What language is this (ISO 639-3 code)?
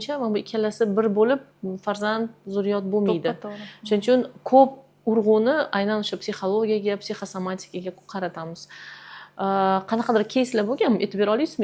uzb